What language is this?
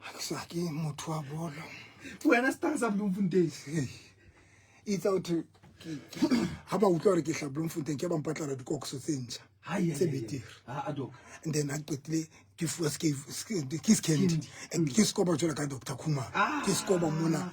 Southern Sotho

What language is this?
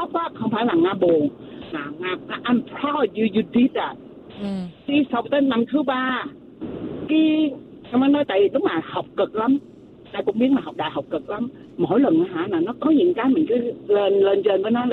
Vietnamese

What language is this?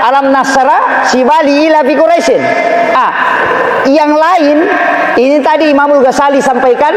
Buginese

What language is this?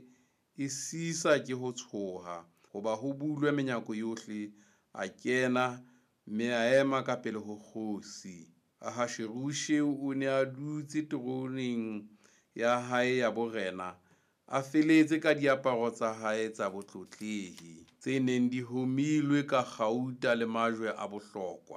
Southern Sotho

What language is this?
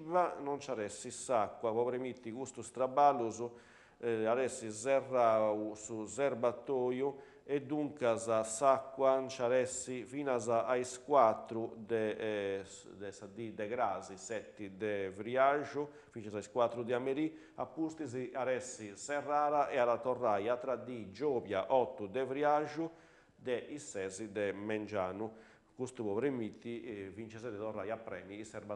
Sardinian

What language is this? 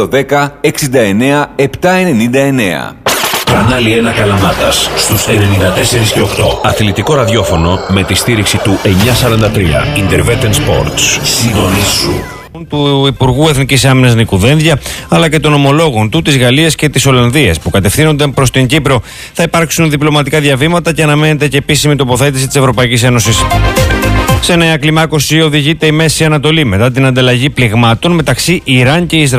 Greek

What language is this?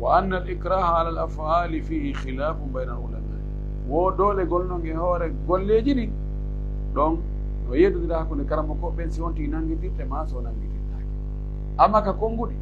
Pular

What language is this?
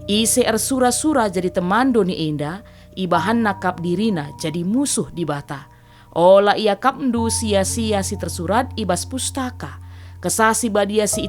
Batak Karo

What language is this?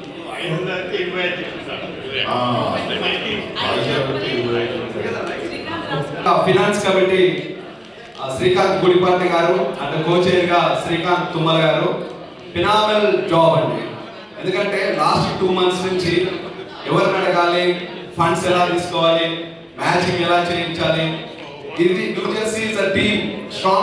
Telugu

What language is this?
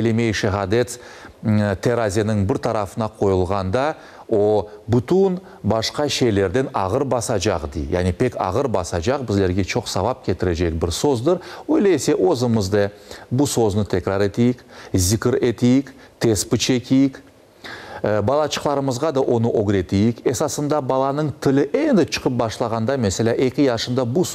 Crimean Tatar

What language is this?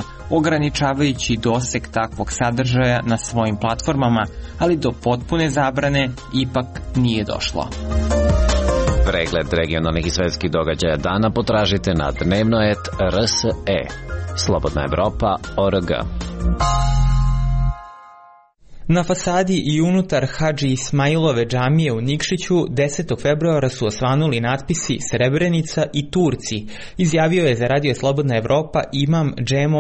Serbian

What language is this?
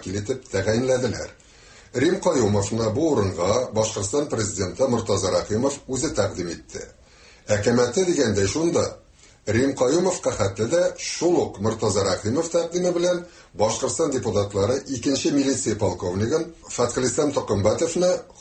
Tatar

